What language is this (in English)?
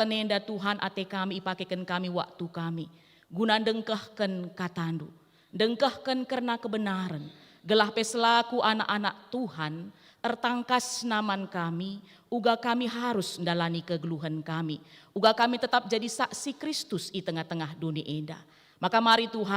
Batak Karo